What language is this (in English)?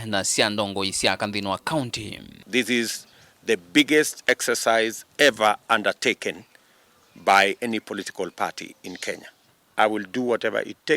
Kamba